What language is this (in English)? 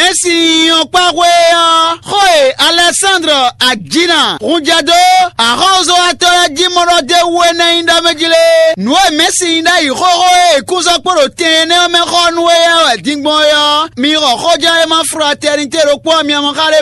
Fon